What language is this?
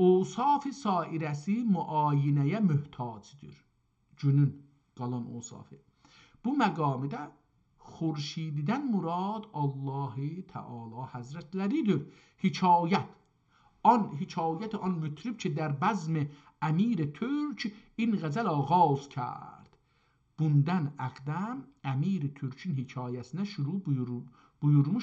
South Azerbaijani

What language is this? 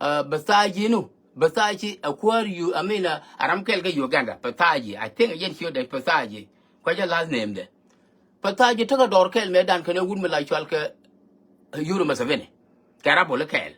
Nuer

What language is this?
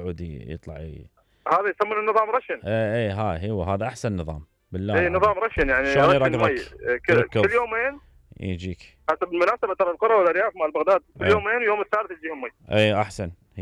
Mesopotamian Arabic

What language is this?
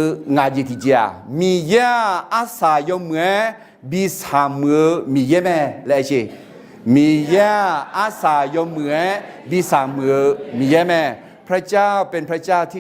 Akha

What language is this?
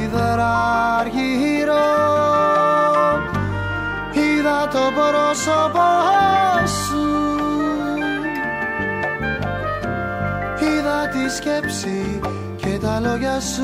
Greek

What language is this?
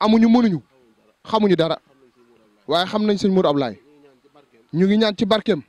Wolof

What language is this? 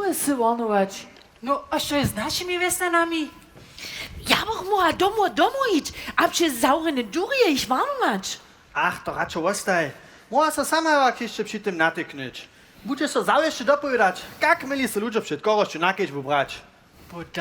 Upper Sorbian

